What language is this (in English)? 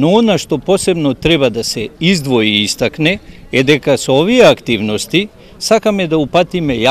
Macedonian